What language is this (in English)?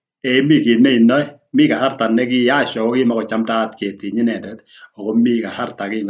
Kalenjin